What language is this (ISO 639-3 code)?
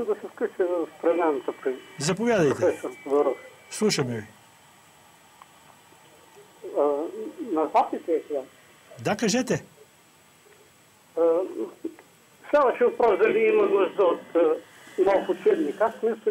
bul